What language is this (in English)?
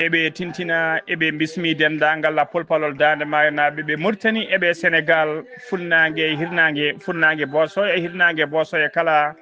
Fula